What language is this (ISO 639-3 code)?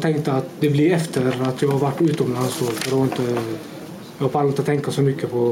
swe